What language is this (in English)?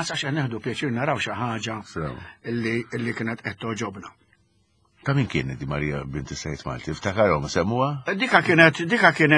Maltese